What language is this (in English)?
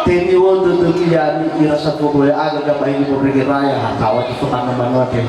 Nias